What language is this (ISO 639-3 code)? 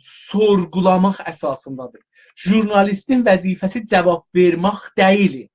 azb